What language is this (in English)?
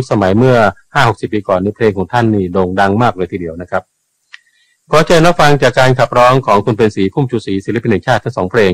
Thai